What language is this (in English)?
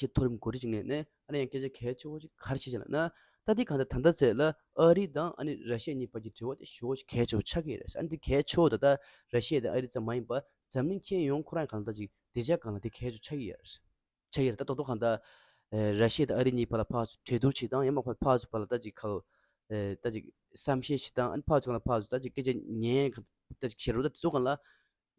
Tibetan